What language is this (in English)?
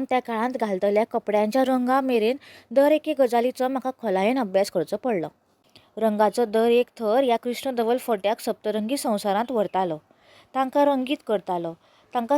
Konkani